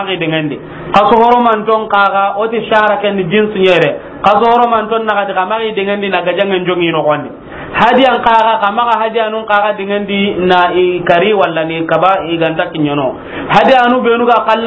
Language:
Soninke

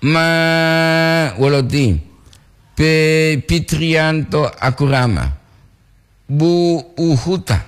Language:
Gorontalo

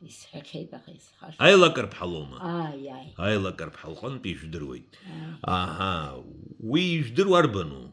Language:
Abkhazian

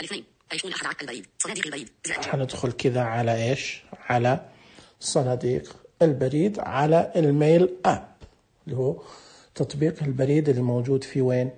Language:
Najdi Arabic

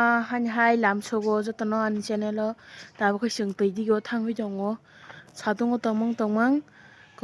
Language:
Kok Borok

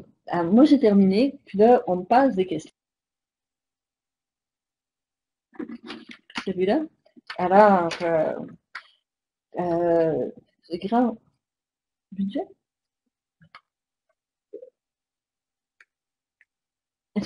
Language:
French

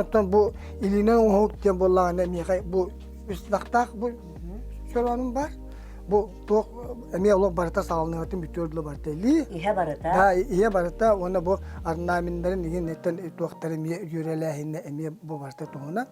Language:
Yakut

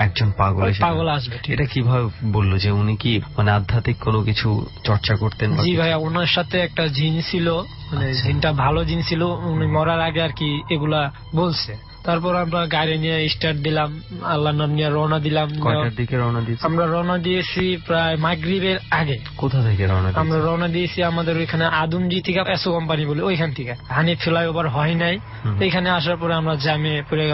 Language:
Bangla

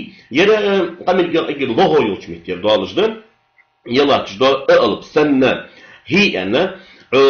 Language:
Ingush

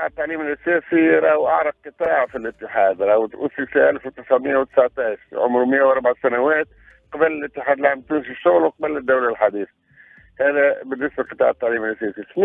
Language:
Tunisian Arabic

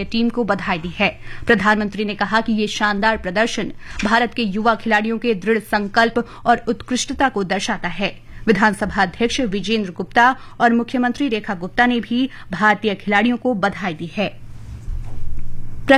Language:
Hindi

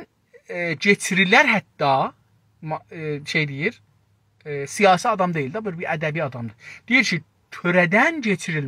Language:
South Azerbaijani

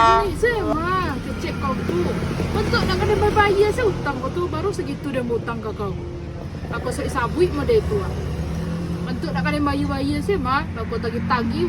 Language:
Minangkabau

